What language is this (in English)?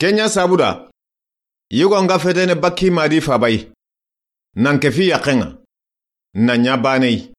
Soninke